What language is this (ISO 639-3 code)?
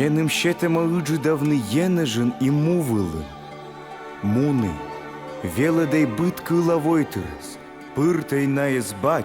kom